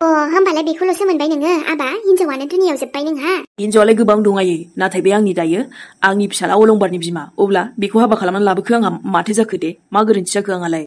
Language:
Bodo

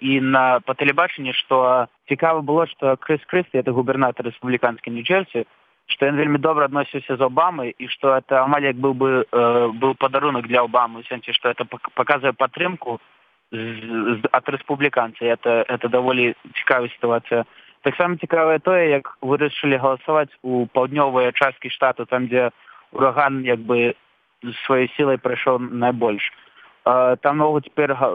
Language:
Belarusian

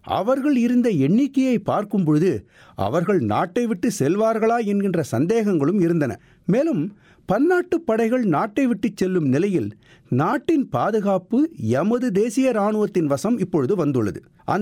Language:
Tamil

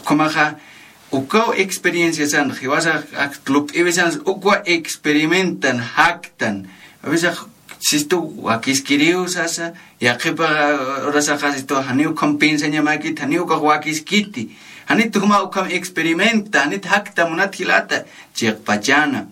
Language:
Aymara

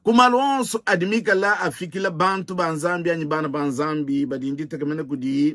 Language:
Luba-Lulua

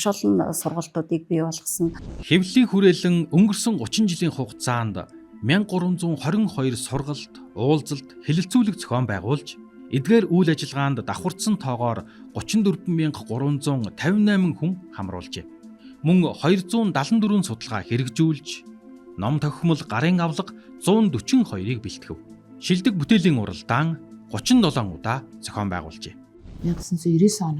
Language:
Mongolian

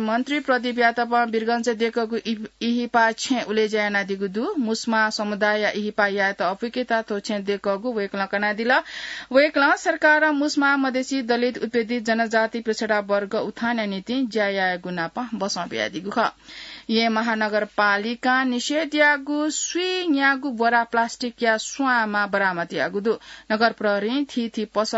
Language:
Newari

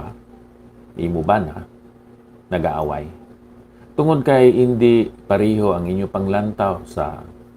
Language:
Hiligaynon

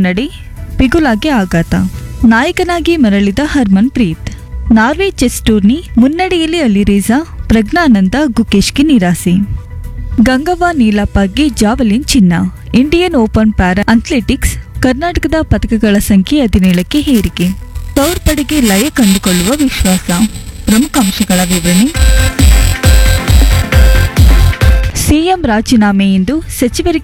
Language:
Kannada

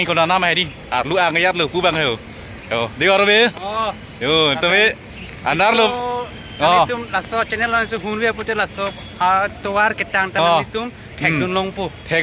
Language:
Karbi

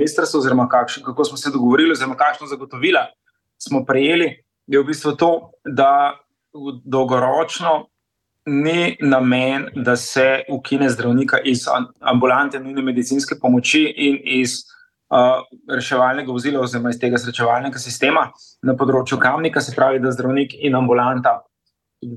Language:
Slovenian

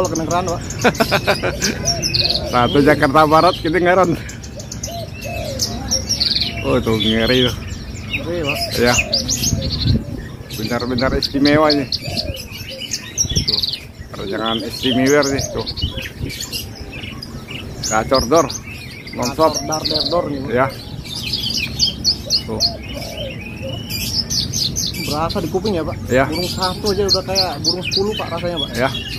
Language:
Indonesian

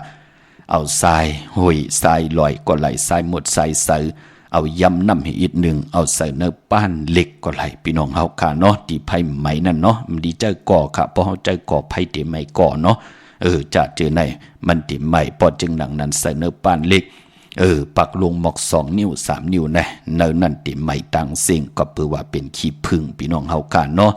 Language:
Shan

